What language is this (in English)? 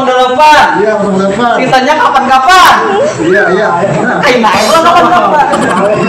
Banjar